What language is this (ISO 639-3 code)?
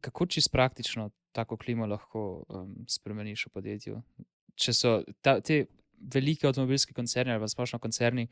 slv